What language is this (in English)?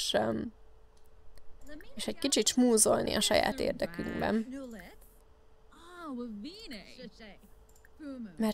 Hungarian